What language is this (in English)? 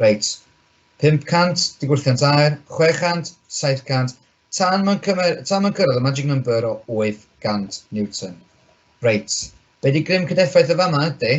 Welsh